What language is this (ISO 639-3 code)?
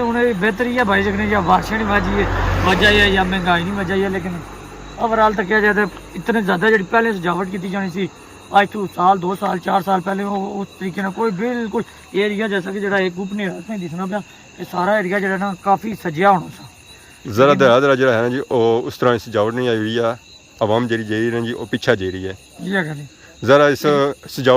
phr